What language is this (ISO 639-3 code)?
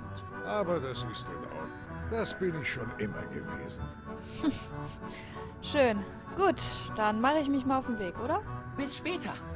deu